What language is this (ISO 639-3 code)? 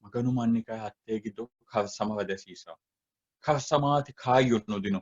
sid